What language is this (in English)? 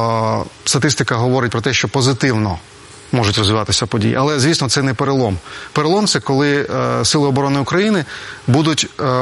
Ukrainian